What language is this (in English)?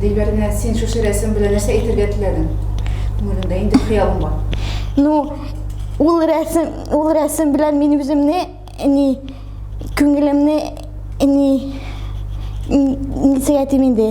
Tatar